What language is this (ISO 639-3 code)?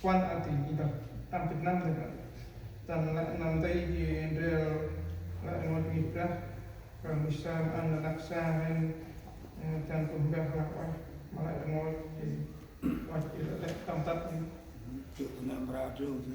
cmo